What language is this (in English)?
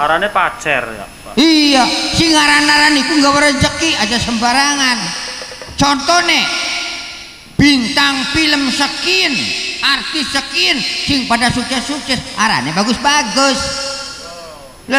Javanese